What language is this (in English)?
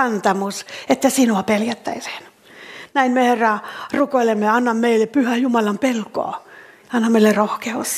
Finnish